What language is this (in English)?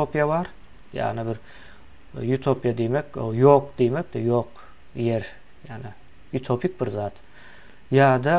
Turkmen